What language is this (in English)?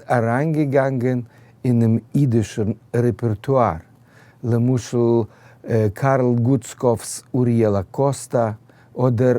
Yiddish